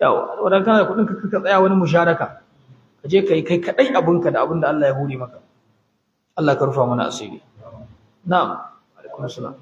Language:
Hausa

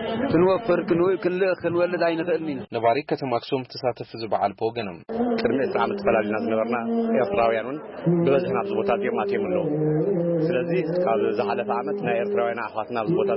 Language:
Tigrinya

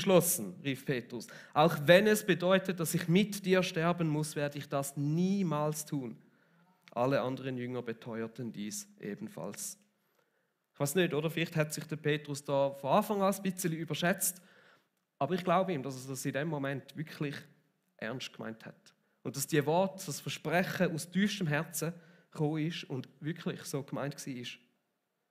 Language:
Swiss German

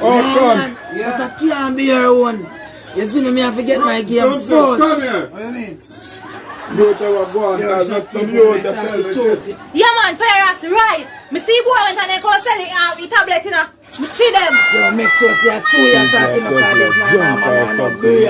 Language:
Jamaican Creole English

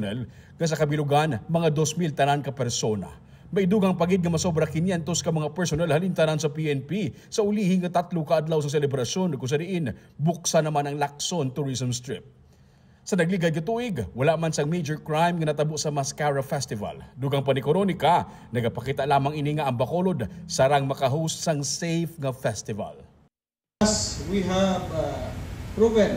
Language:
Hiligaynon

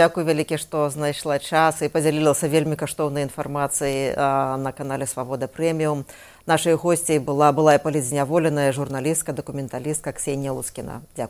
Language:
Belarusian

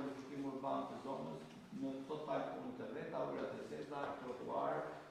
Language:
Albanian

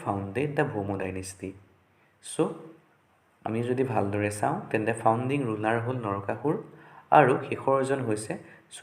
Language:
Assamese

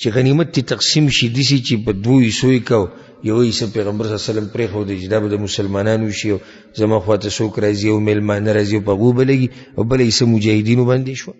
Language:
Pashto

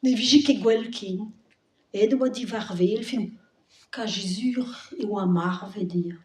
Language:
Breton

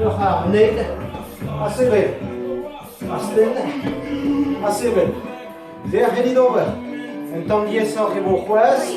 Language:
Breton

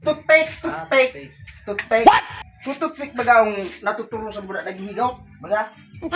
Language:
Bikol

